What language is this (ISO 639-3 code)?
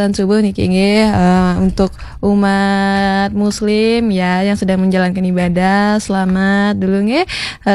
ban